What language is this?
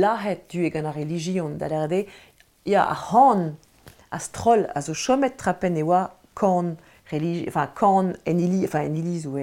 Breton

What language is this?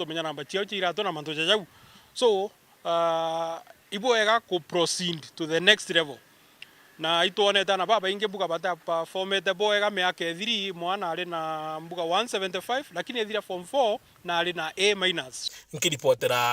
Meru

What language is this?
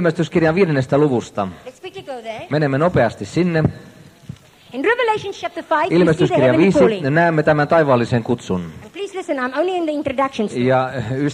Finnish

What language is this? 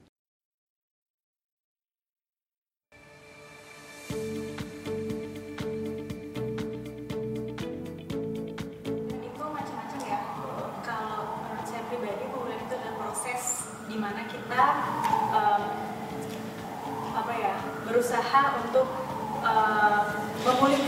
Indonesian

